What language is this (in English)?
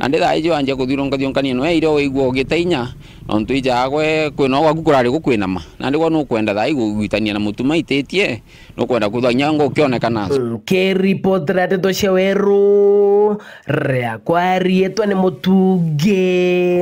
Meru